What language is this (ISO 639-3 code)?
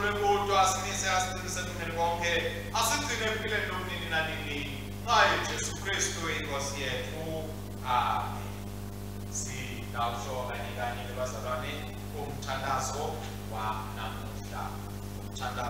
ssw